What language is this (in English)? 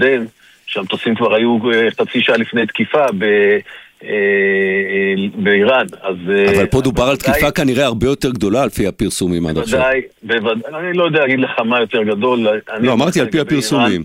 Hebrew